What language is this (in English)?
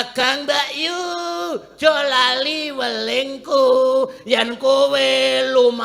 Javanese